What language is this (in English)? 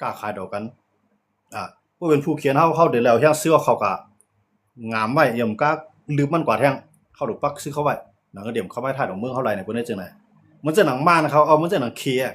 Shan